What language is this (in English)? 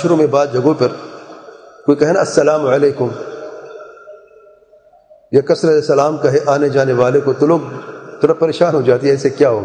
Urdu